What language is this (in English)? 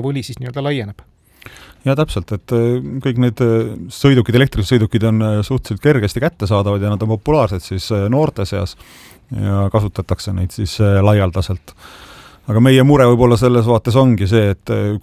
Estonian